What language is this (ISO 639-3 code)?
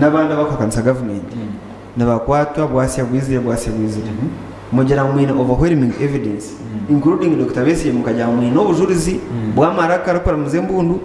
nyn